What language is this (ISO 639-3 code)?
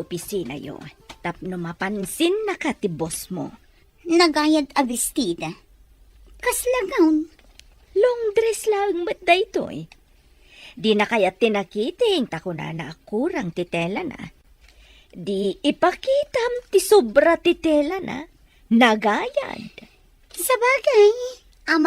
ilo